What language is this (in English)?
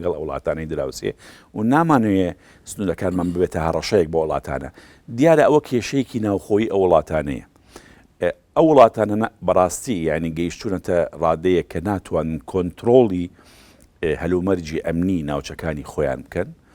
Central Kurdish